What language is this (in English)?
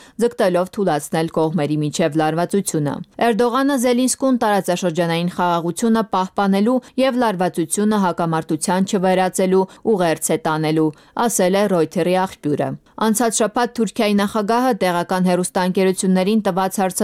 Armenian